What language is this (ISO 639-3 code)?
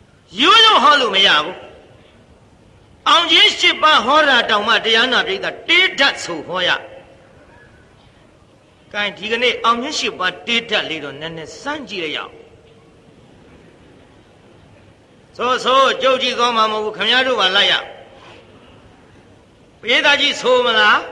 mya